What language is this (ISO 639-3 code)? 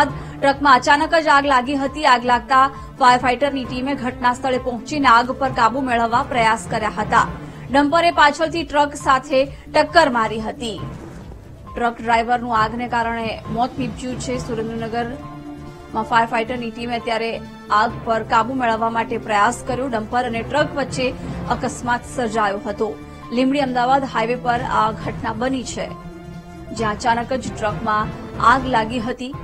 guj